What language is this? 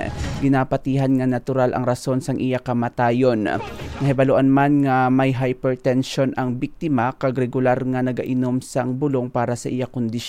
Hiligaynon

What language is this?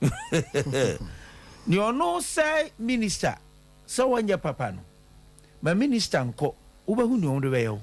Akan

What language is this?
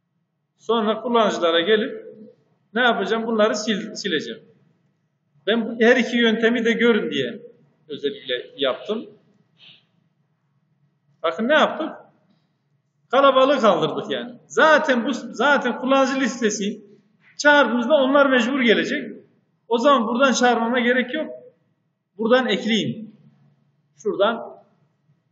Turkish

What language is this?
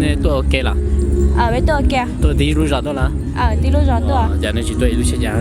Hmong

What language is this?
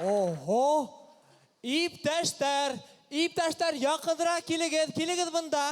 Bashkir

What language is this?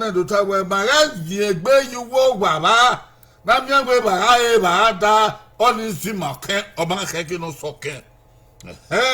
Bini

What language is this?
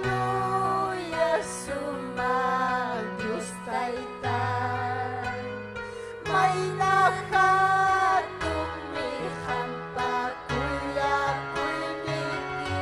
Ayacucho Quechua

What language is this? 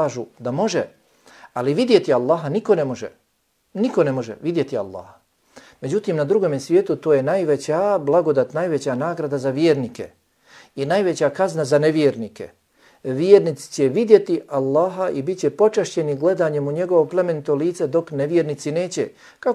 Bosnian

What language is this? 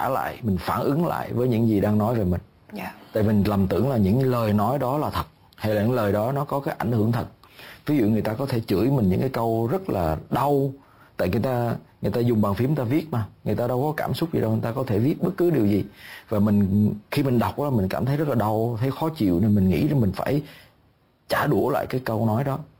Vietnamese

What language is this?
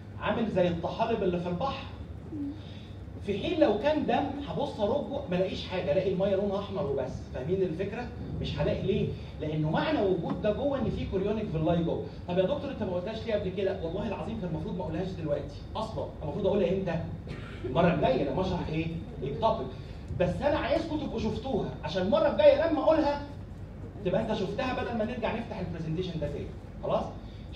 Egyptian Arabic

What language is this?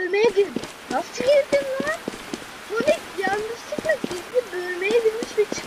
Turkish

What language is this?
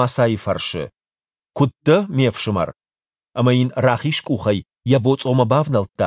Ossetic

